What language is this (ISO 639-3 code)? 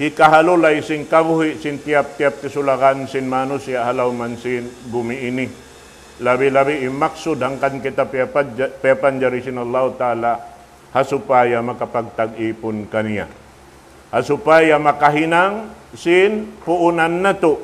tsg